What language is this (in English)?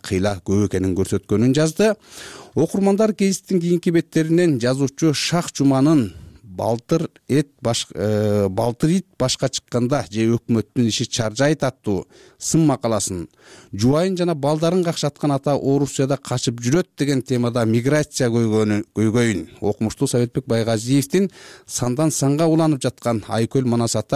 Kyrgyz